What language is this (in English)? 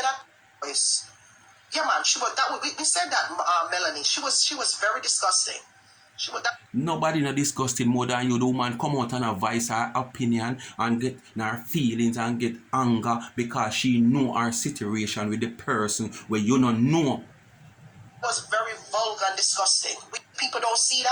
Jamaican Creole English